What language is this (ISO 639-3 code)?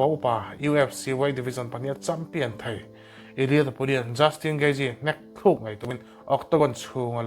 lus